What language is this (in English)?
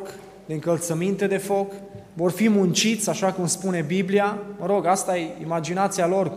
Romanian